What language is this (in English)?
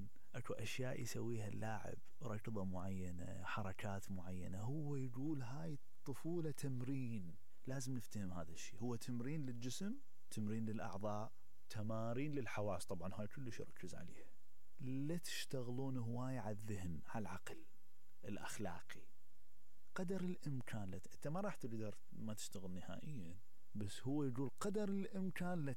Mesopotamian Arabic